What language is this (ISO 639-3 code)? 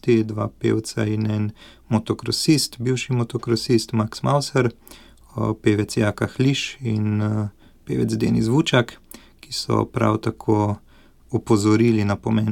slv